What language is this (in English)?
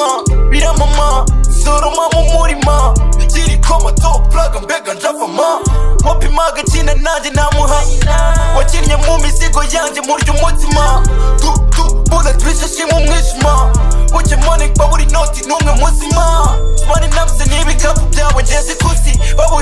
Kinyarwanda